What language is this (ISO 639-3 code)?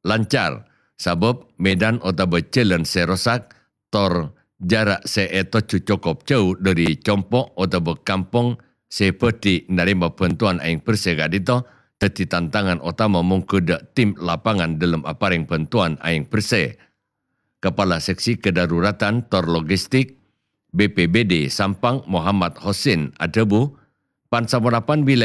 mad